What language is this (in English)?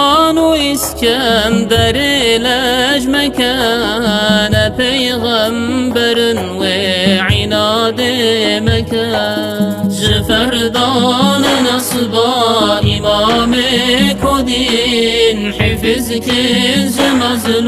Kurdish